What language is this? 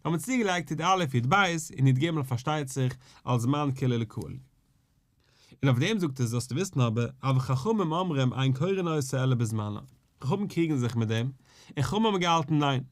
Yiddish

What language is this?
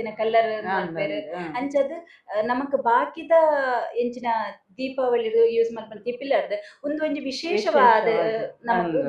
Tulu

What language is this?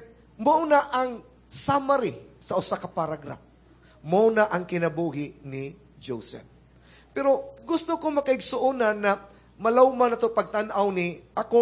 Cebuano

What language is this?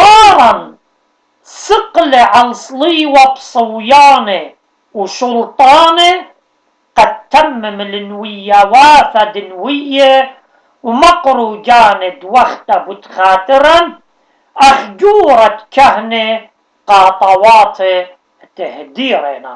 Assyrian Neo-Aramaic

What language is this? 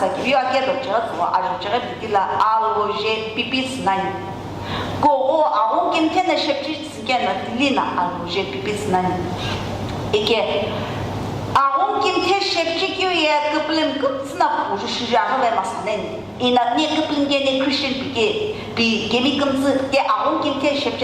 Sumi Naga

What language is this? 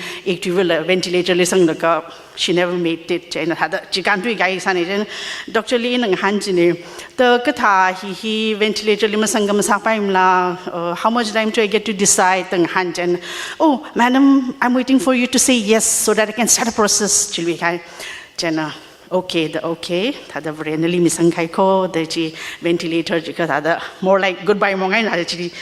Tangkhul Naga (India)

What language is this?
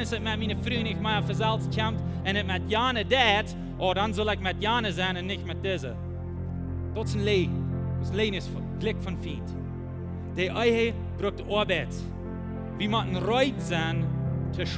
Plautdietsch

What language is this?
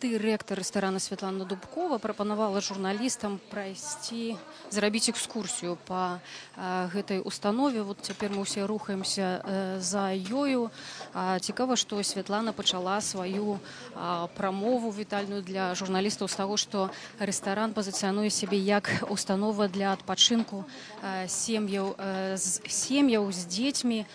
Belarusian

